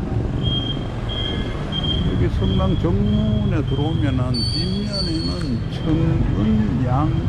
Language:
Korean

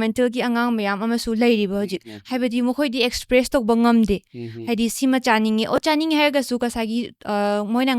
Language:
Manipuri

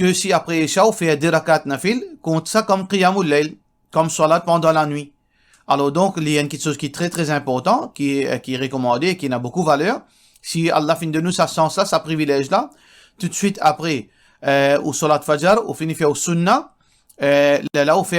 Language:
Morisyen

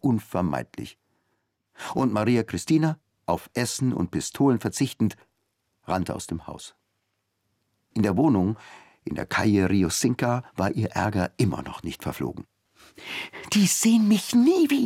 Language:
German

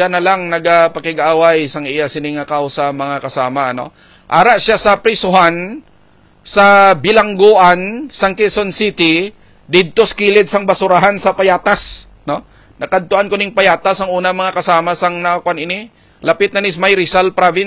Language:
Hiligaynon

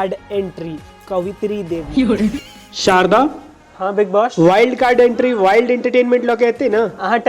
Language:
Maithili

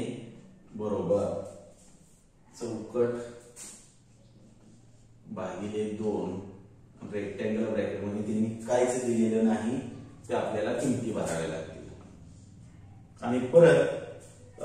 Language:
Marathi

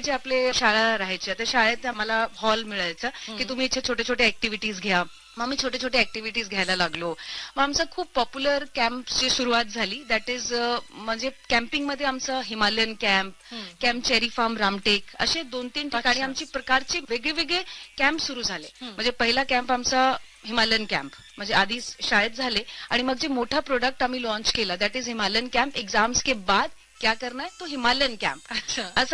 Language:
Marathi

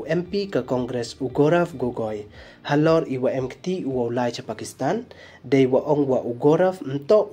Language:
Pnar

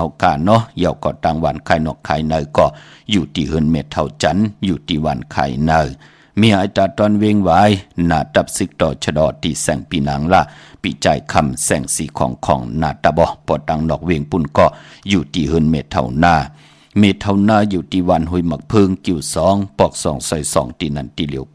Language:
Shan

